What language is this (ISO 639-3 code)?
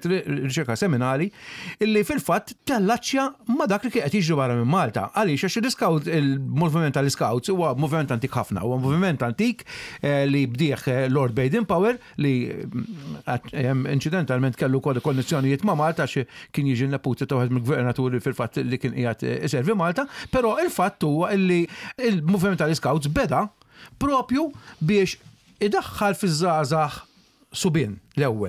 mlt